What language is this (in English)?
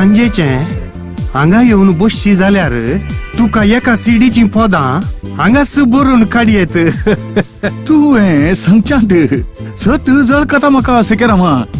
Konkani